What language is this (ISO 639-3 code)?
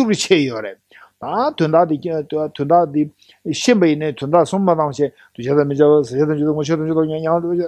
bod